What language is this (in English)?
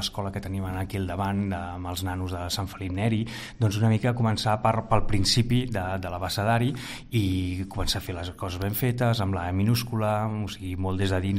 Catalan